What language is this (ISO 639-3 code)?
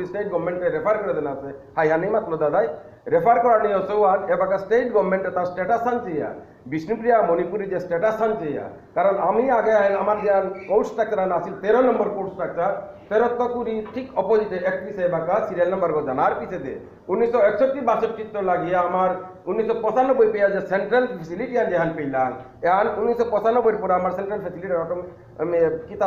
bpy